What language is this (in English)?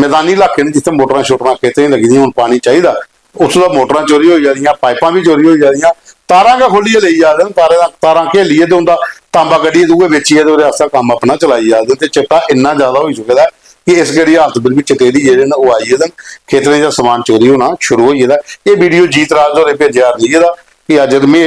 Dogri